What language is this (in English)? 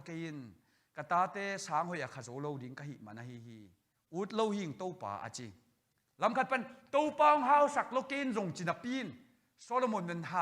Tedim Chin